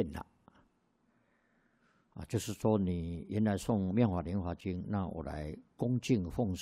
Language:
Chinese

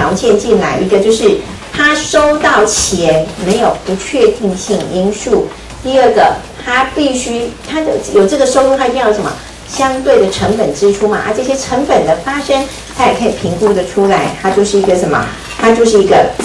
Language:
Chinese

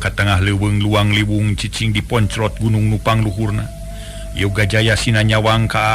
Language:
Sundanese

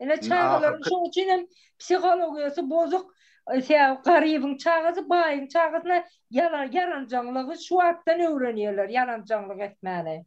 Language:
Turkmen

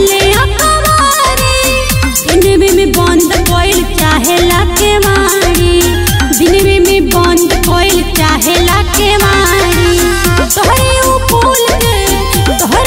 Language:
Bhojpuri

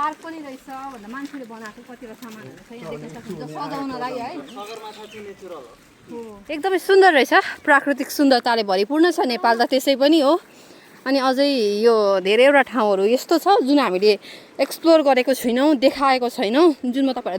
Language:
Nepali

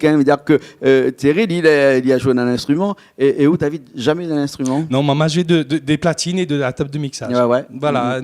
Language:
Réunion Creole French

